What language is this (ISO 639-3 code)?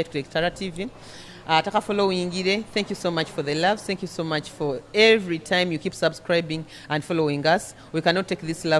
nyo